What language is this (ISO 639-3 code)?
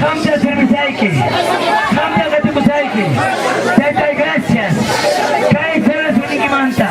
quy